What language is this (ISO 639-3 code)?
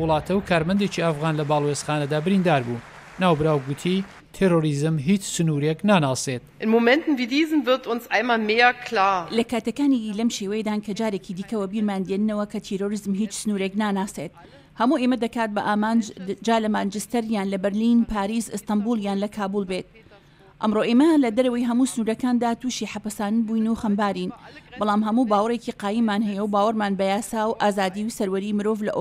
ckb